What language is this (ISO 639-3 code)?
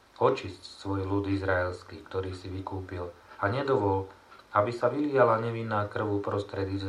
slk